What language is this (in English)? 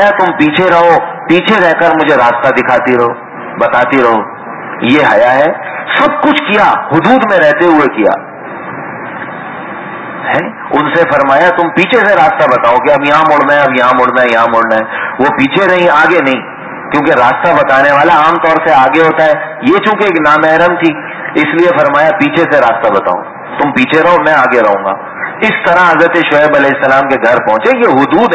Urdu